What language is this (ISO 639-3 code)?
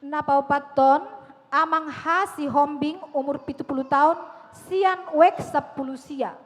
bbc